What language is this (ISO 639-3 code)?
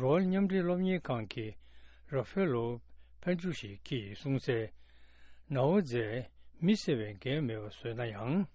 bod